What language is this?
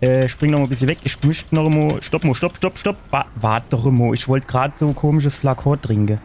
Palatine German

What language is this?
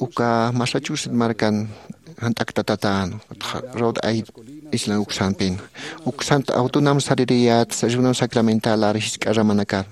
Aymara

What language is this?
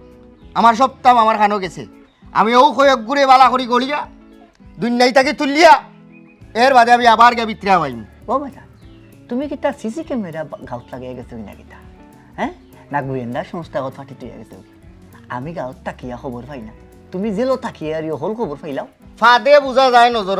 Sylheti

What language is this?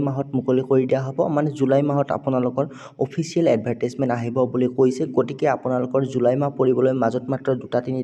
Assamese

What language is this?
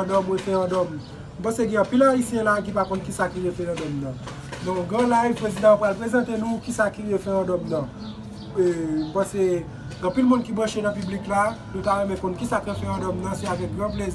Haitian Creole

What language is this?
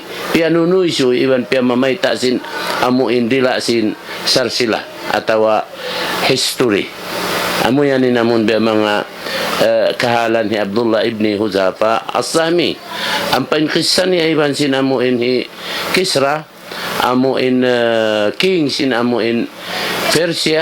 Tausug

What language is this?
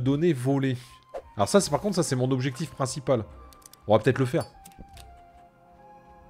French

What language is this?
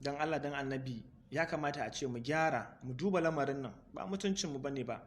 Hausa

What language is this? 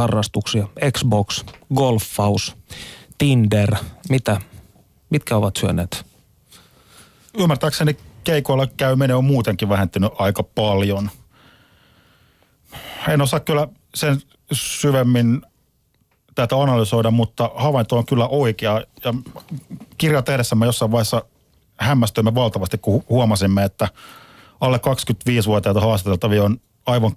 Finnish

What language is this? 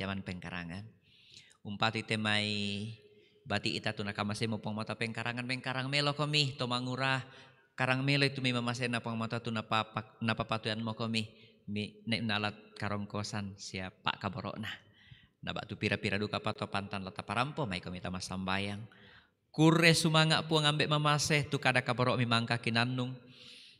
Toraja-Sa'dan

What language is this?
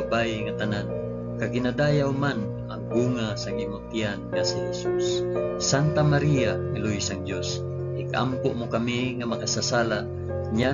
Hiligaynon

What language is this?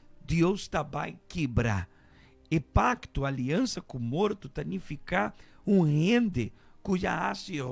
Papiamento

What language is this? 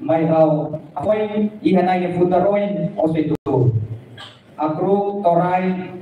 Tetum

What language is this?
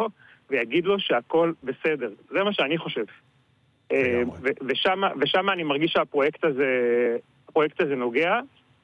Hebrew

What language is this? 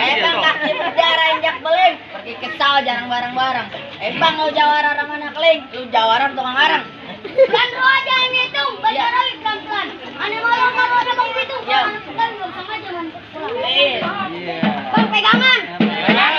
Betawi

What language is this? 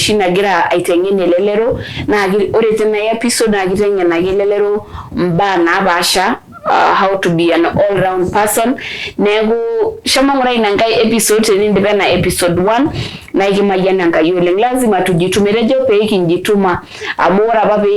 Masai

